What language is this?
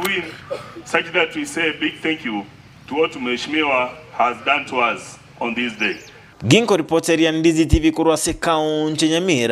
Gusii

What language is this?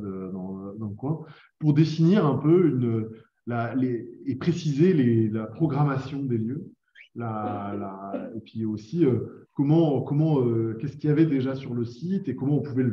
French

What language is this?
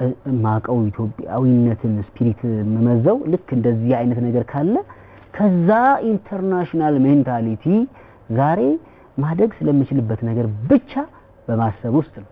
Amharic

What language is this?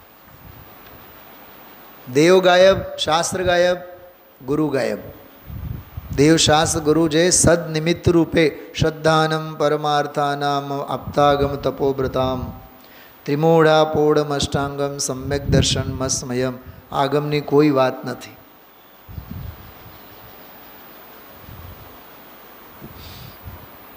Gujarati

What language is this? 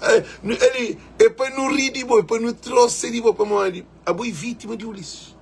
Kabuverdianu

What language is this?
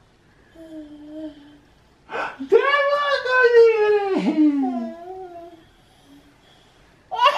Swedish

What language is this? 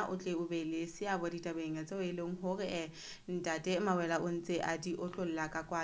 Southern Sotho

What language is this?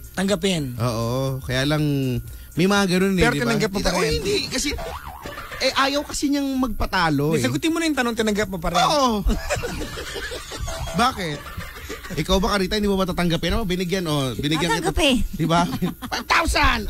Filipino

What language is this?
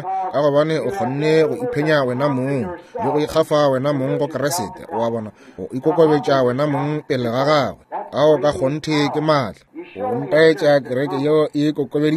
Northern Sotho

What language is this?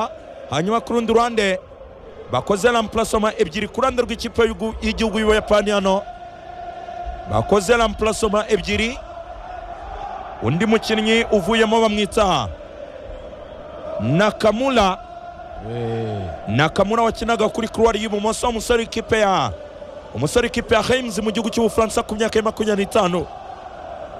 Kinyarwanda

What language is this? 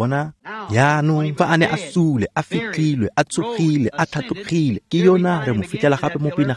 Tswana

